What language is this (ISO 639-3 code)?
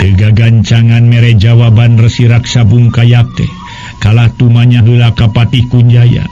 sun